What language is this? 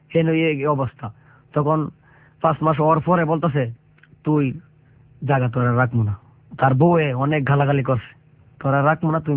Bangla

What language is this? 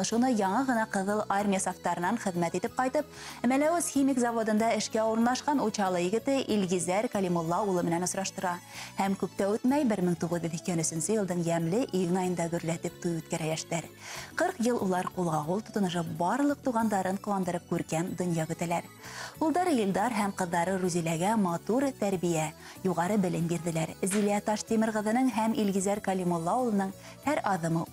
Bashkir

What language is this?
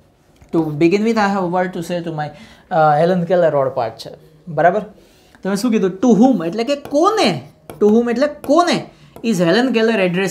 Gujarati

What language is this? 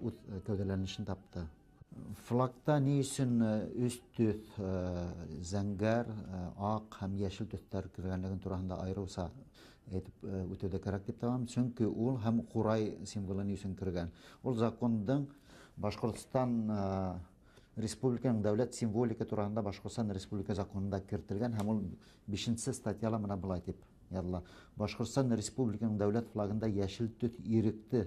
Bashkir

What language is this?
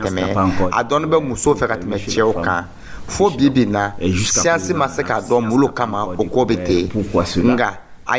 Dyula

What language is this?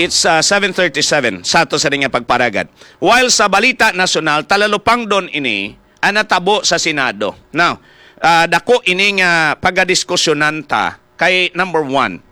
Hiligaynon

